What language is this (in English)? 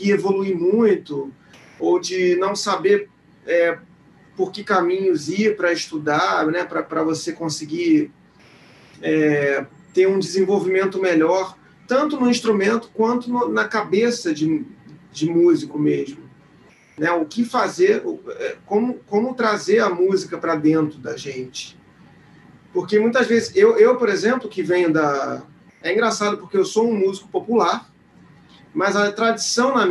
Portuguese